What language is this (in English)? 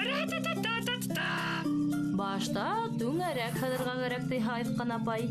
Bashkir